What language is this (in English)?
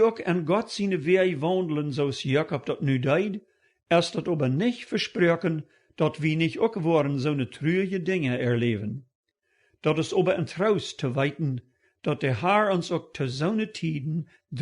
Plautdietsch